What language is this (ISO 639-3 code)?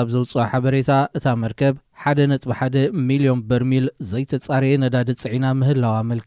tir